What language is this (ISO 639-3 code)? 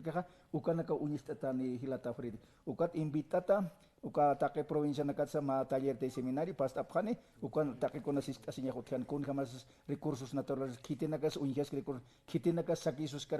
aym